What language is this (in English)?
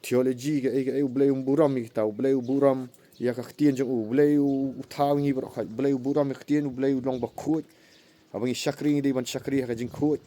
Khasi